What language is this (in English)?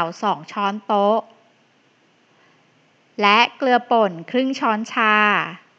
Thai